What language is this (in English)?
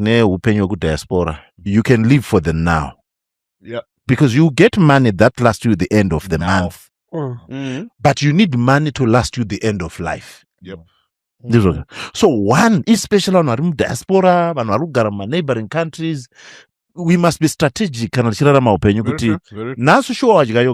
Shona